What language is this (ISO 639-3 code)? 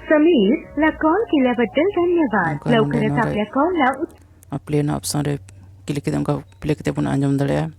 sat